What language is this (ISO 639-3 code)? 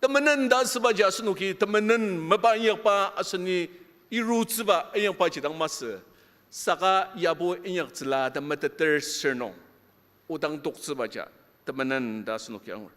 njo